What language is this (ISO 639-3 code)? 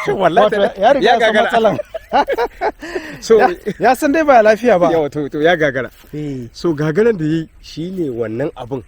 hau